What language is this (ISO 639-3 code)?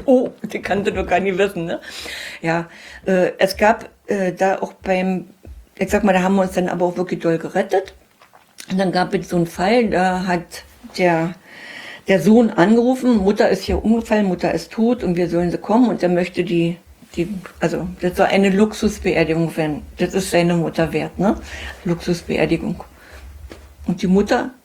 deu